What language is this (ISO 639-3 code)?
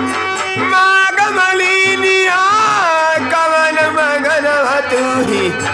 bho